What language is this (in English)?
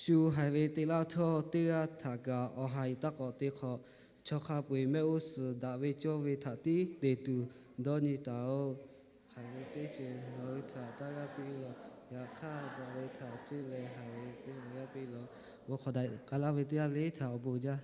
Lahu